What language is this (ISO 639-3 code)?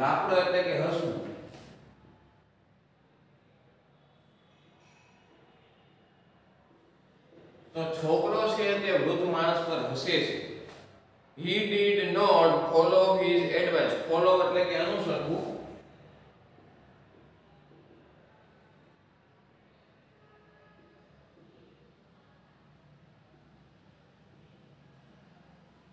guj